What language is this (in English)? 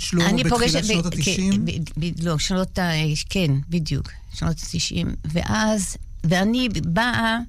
Hebrew